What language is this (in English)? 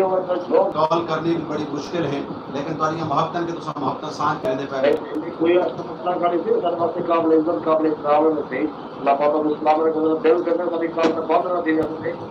Saraiki